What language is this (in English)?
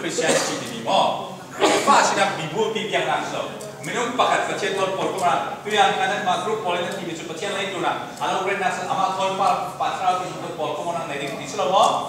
Falam Chin